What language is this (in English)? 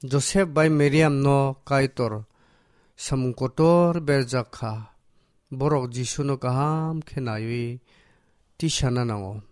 Kok Borok